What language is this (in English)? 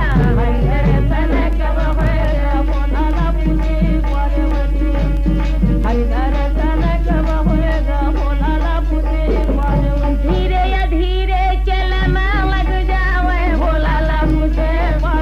Chhattisgarhi